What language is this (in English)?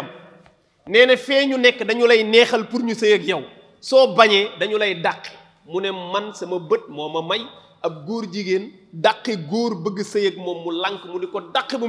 Wolof